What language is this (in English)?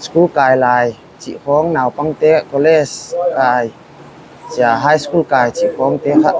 Paite Chin